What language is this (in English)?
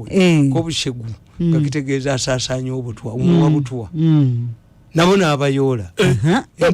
Ganda